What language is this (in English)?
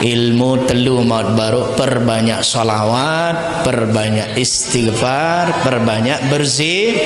Sasak